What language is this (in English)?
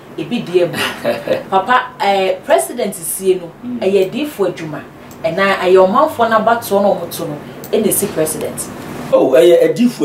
Akan